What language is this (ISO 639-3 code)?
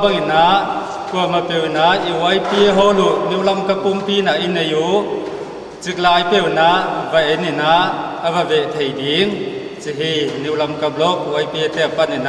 pck